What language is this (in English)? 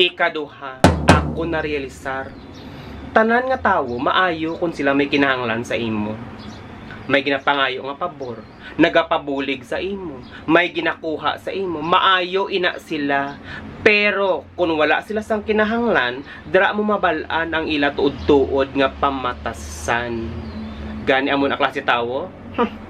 Hiligaynon